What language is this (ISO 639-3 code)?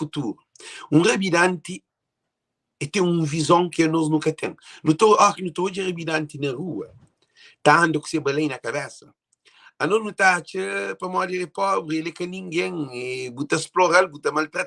kea